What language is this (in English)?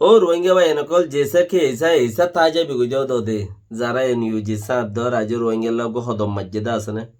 Rohingya